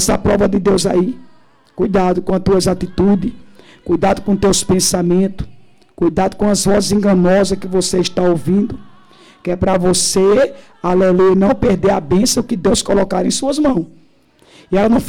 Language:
Portuguese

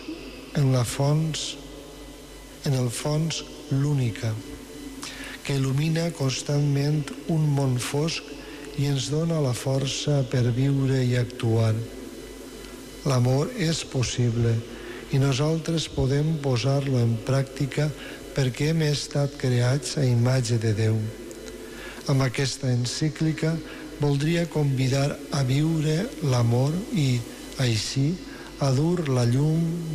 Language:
Catalan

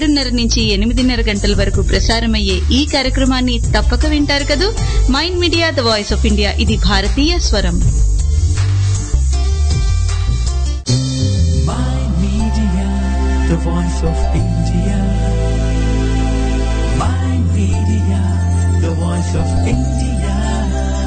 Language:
Telugu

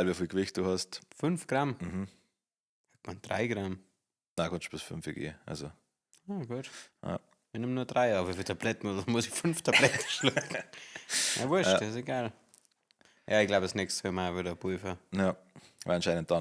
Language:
Bavarian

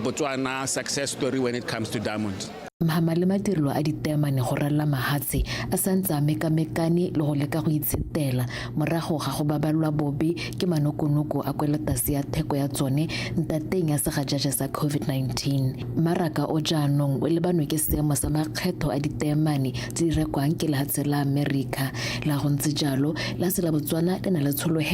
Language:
Tswana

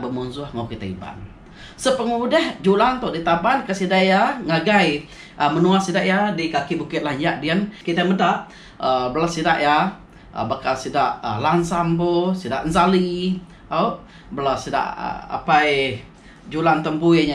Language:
Iban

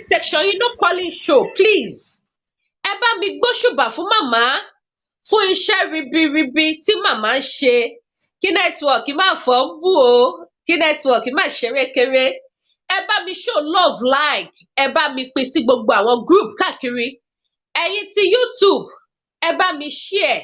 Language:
Yoruba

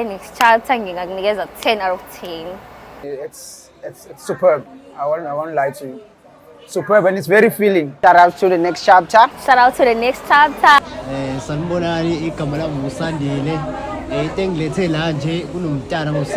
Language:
Zulu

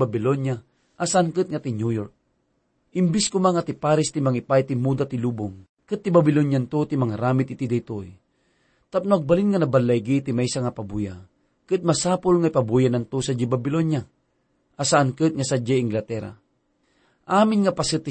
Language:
Iloko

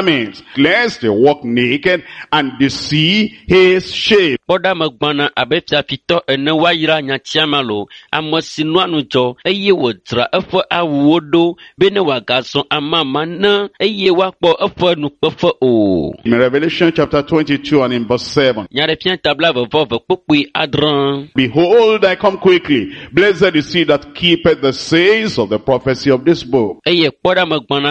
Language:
Ewe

